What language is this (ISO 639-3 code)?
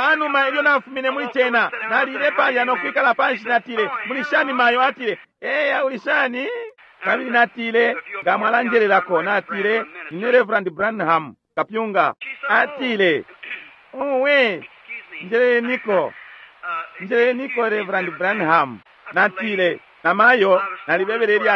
bem